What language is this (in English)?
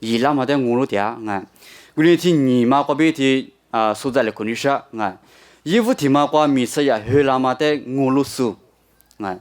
Lisu